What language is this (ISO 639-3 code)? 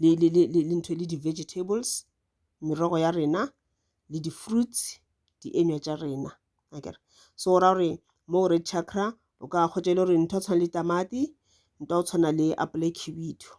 nso